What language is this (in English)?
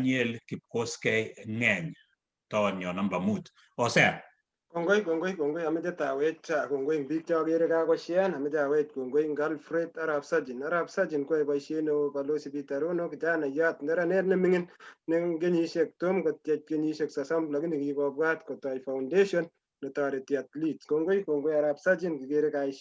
Kalenjin